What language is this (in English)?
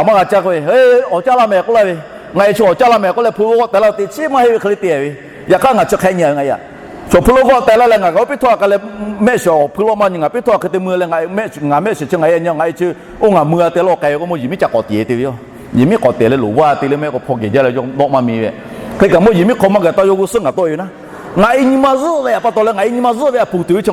Lahu